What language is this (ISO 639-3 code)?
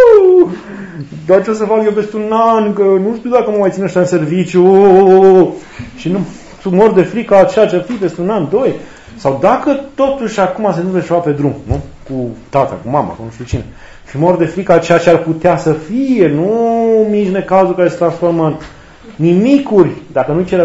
ron